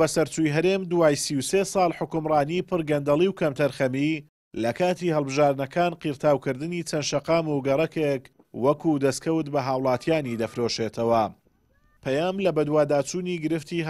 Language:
Central Kurdish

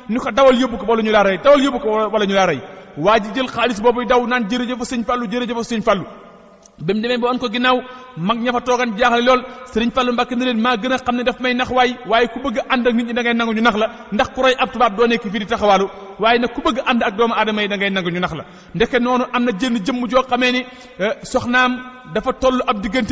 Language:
Wolof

